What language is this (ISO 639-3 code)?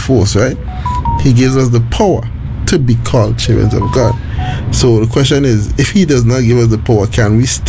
eng